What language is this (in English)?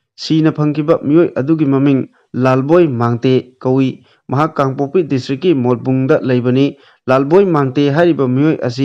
Manipuri